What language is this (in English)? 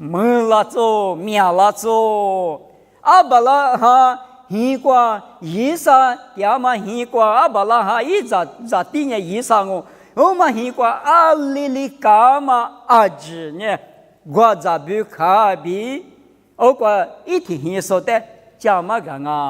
Lisu